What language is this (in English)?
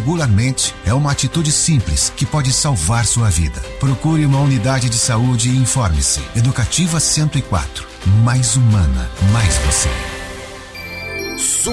Portuguese